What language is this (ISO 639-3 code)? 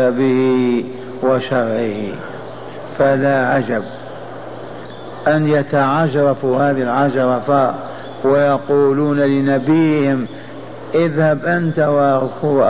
ara